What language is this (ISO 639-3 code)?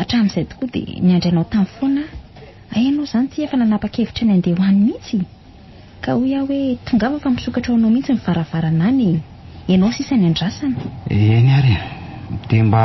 mlg